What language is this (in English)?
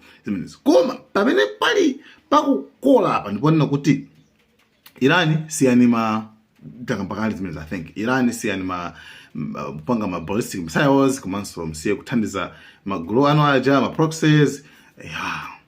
Nyanja